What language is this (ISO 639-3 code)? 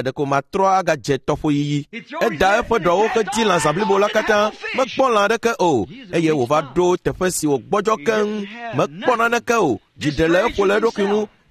ewe